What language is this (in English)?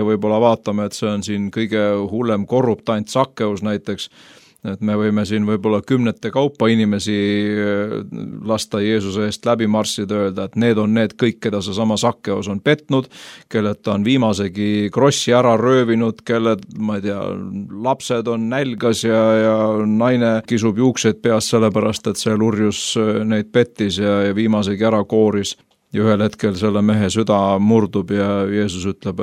Estonian